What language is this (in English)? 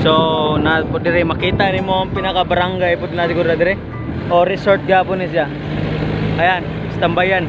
Cebuano